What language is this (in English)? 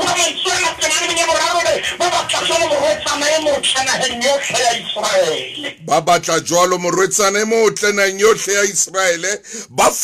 Southern Sotho